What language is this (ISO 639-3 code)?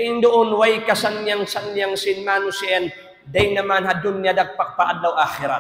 tsg